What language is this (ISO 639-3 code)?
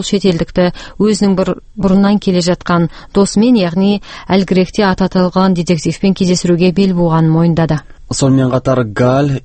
kaz